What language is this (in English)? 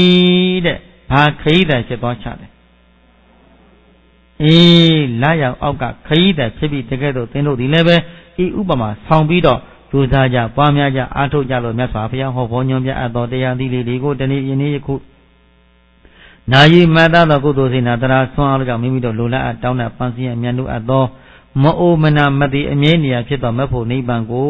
Burmese